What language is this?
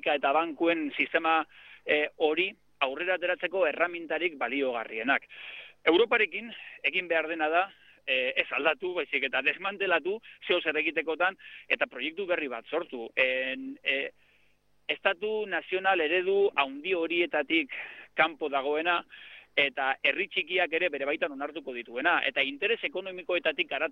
Basque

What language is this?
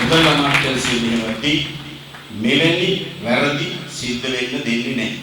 Sinhala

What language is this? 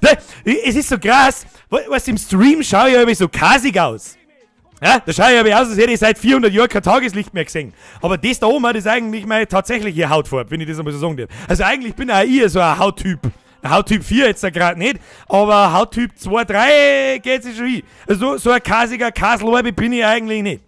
Bavarian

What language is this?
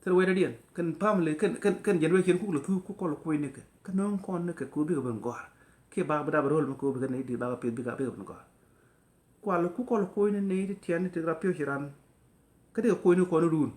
Nuer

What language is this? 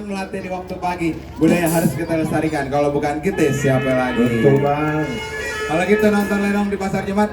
Betawi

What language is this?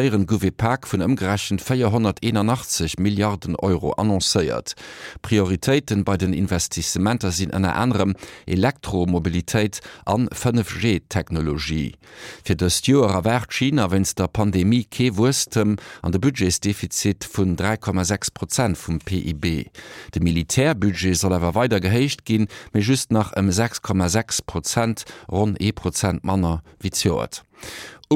Luxembourgish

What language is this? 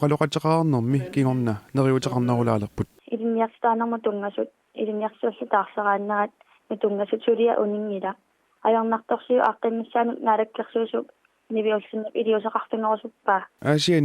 Kalaallisut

